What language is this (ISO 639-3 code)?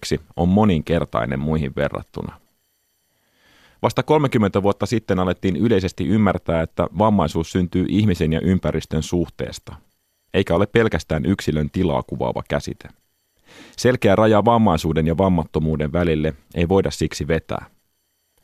fin